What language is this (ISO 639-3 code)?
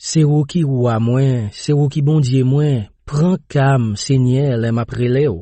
hat